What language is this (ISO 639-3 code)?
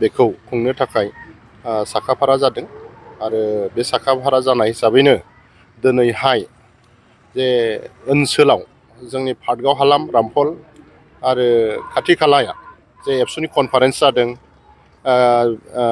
brx